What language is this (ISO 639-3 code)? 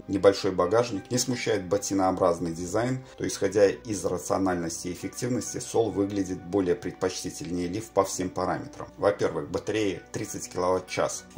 rus